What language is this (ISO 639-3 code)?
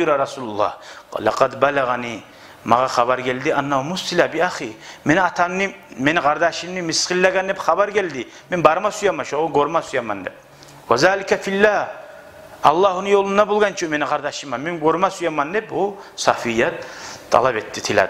kum